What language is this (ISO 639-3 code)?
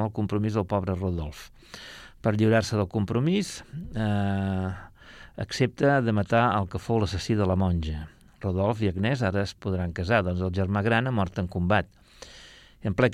cat